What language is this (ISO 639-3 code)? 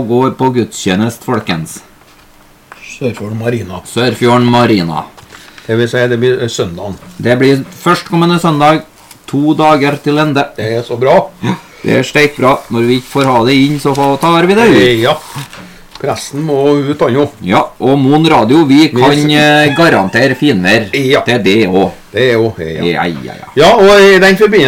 nor